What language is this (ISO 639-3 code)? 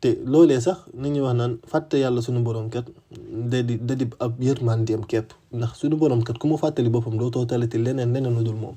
wol